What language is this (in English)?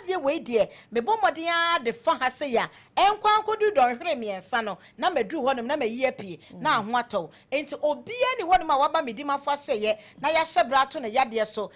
Akan